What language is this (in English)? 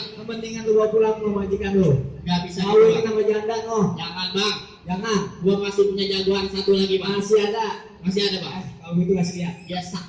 Betawi